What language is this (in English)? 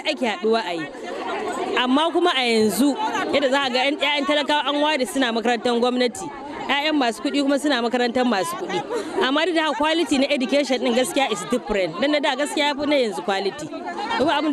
Hausa